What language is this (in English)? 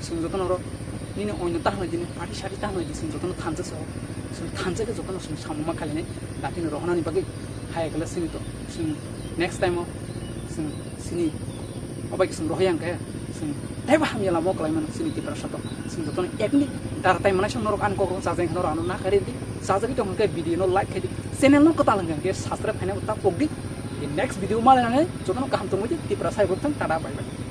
Kok Borok